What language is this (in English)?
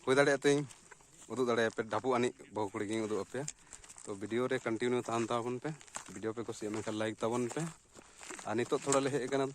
Santali